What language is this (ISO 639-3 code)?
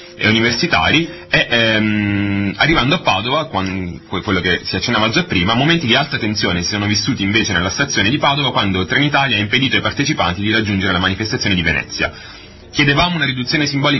ita